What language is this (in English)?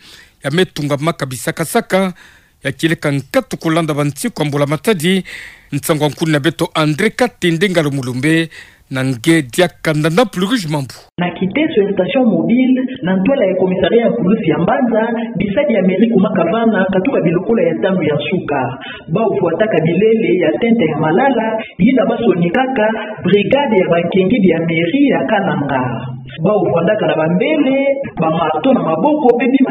Kituba (Democratic Republic of Congo)